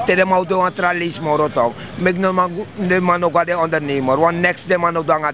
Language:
Sranan Tongo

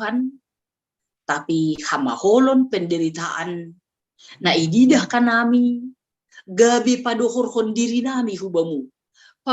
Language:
Batak Simalungun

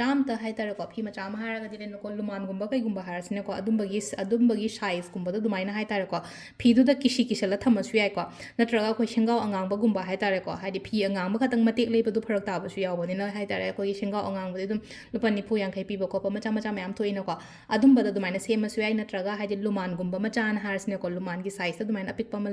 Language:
Manipuri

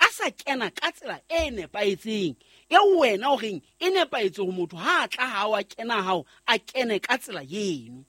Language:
Southern Sotho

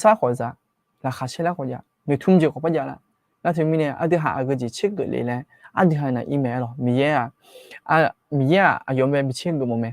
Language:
Akha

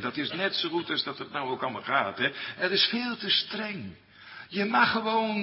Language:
Dutch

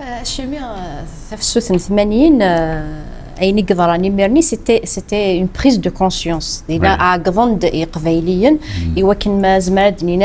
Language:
Kabyle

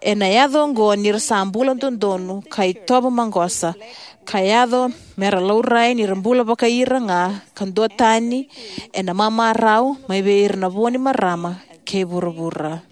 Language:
Fijian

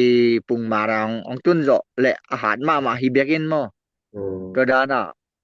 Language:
Tedim Chin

